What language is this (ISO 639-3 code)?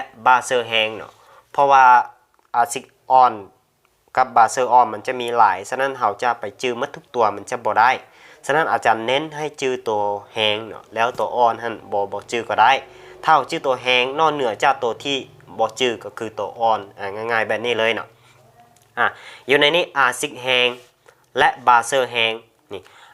lao